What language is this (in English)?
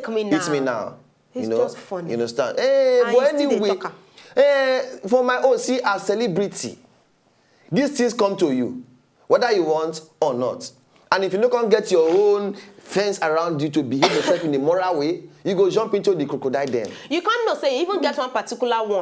Nigerian Pidgin